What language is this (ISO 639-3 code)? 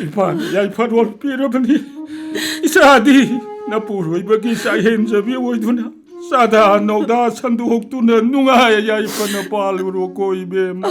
mni